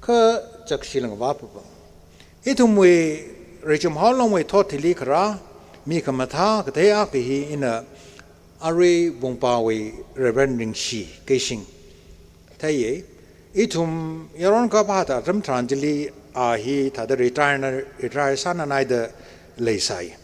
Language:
Tangkhul Naga (India)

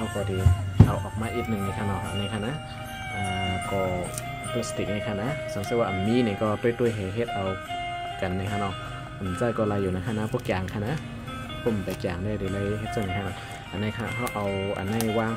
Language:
Shan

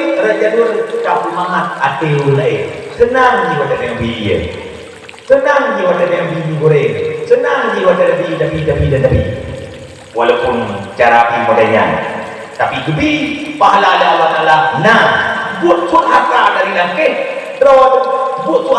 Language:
Achinese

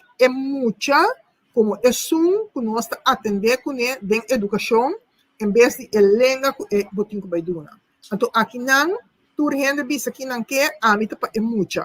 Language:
Papiamento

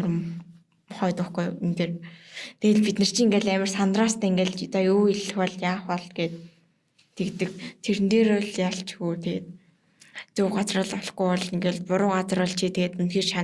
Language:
Mongolian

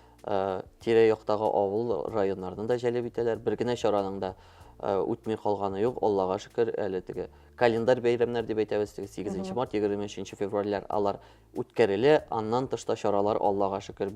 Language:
Tatar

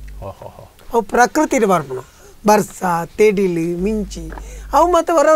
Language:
Tulu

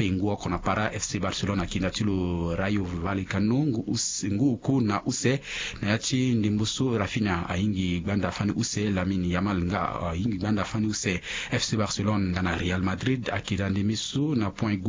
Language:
Sango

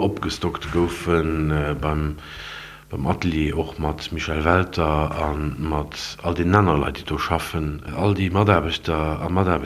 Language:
Luxembourgish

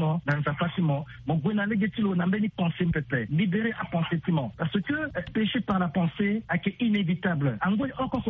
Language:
Sango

